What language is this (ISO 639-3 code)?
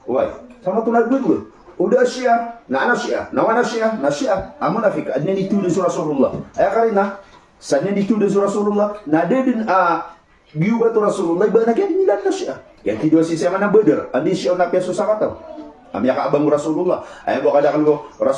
mrw